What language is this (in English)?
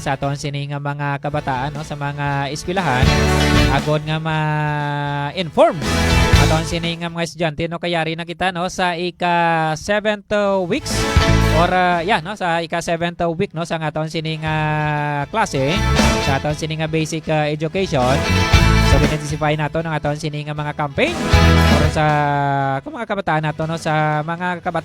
Hiligaynon